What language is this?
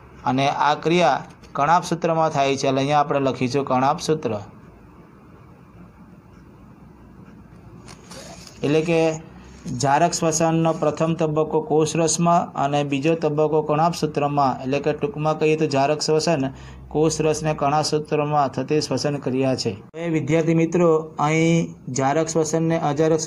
Gujarati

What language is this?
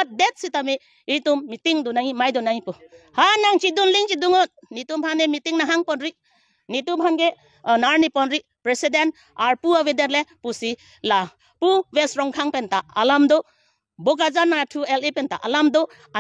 Karbi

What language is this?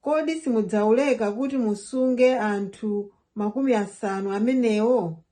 Nyanja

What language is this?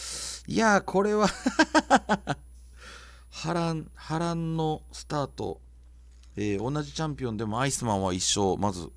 Japanese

